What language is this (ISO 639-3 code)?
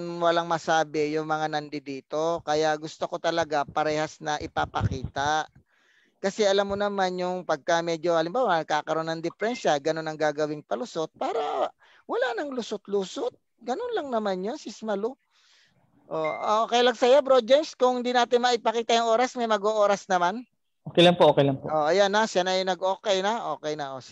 fil